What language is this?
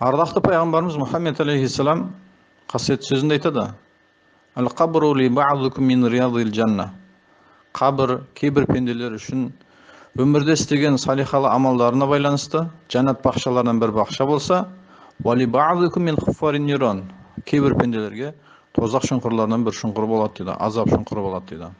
Kazakh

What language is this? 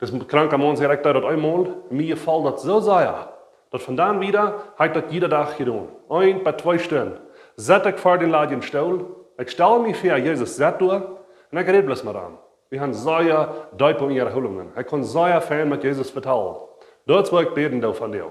Plautdietsch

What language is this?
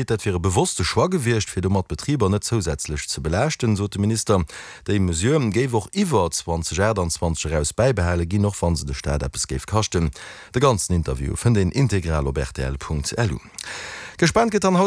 Luxembourgish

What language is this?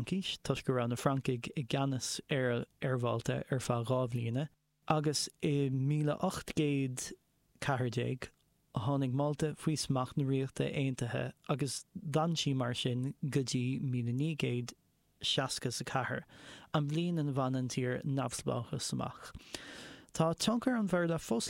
Irish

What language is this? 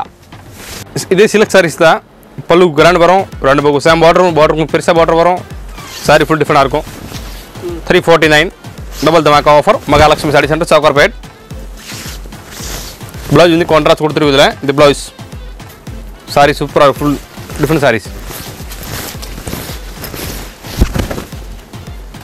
Tamil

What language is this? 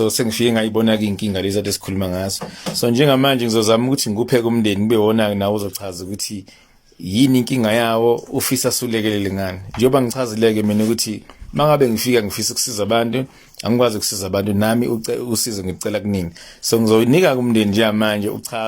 Zulu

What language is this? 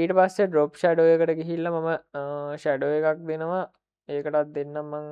Sinhala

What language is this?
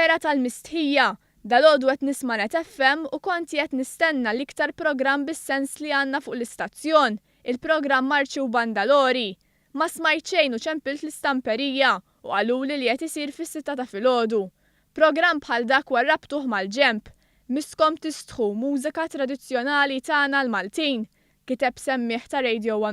Maltese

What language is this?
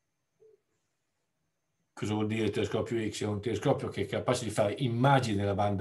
Italian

